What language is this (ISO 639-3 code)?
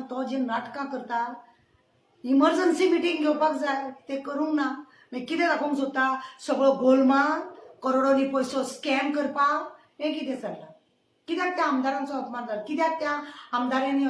kok